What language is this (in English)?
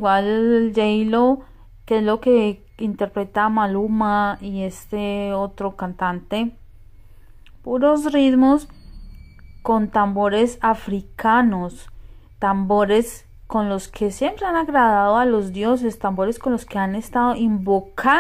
Spanish